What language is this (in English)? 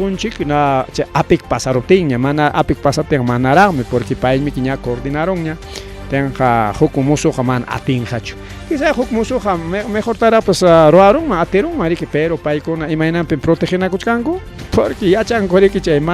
Ayacucho Quechua